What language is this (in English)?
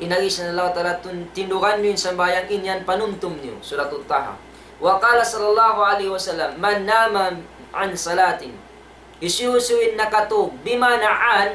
Tausug